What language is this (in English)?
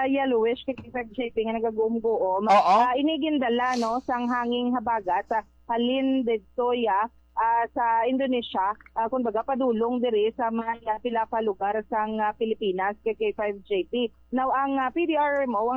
Hiligaynon